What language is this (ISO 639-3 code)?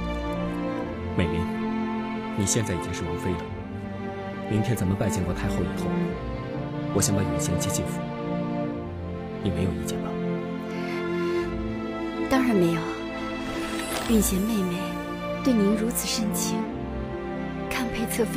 zho